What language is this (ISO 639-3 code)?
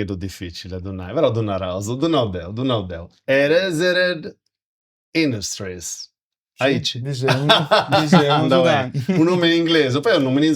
srd